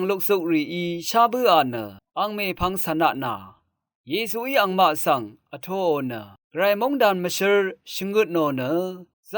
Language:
Rawang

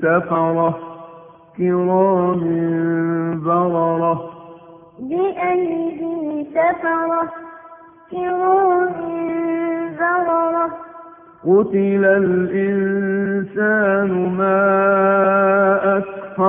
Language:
Arabic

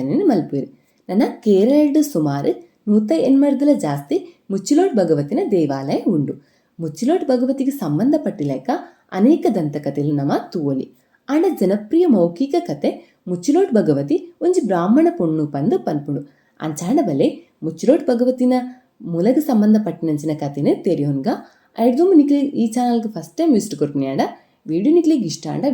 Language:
Tulu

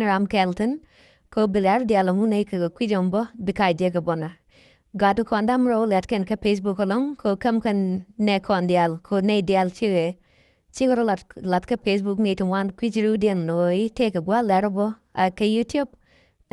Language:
Nuer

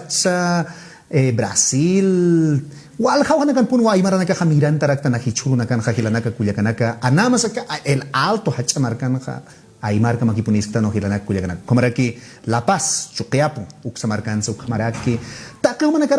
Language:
Aymara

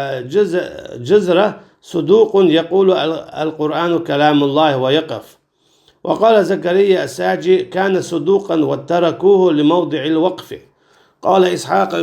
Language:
Chechen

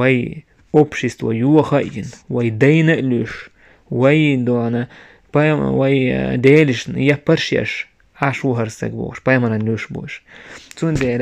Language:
Chechen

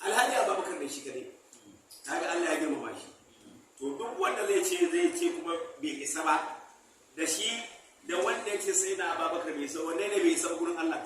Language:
Hausa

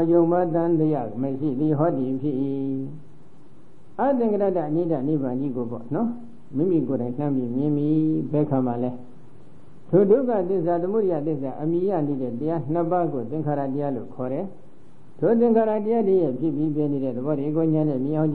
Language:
Burmese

